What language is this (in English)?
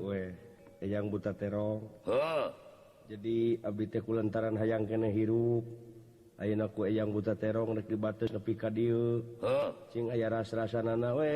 Sundanese